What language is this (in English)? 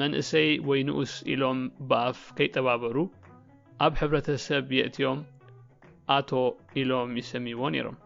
Tigrinya